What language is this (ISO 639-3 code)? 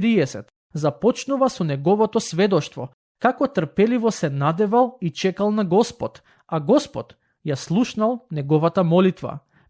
mkd